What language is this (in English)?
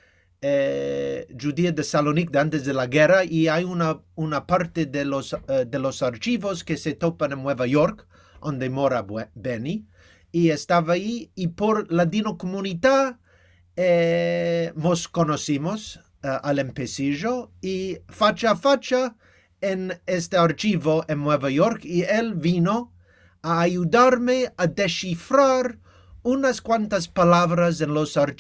Ladino